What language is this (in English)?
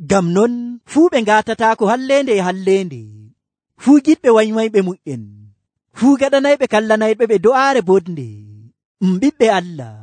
Nigerian Fulfulde